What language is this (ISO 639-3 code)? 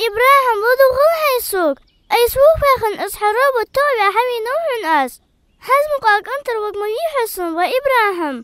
inh